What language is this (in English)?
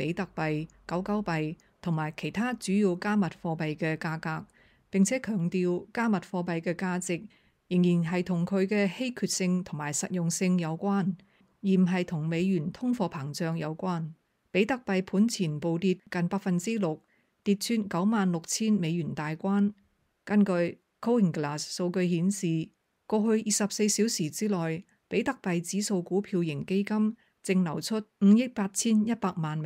Cantonese